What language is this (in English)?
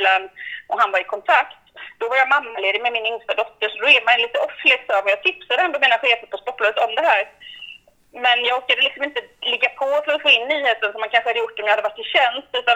Swedish